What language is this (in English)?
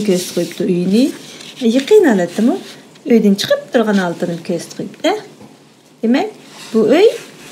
Uyghur